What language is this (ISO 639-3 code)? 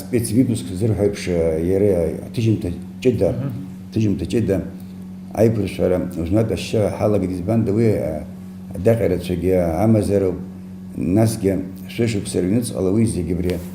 abk